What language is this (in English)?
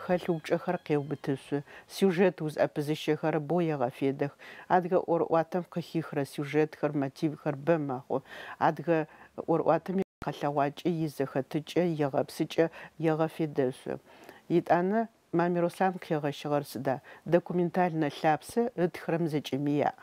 Adyghe